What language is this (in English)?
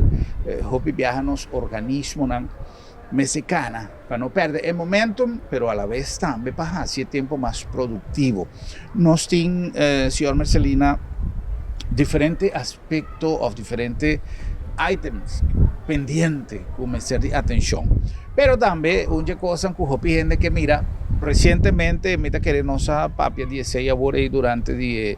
Papiamento